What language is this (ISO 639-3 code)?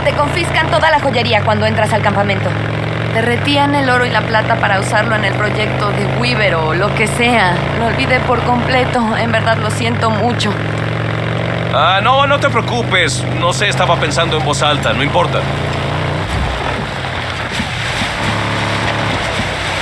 spa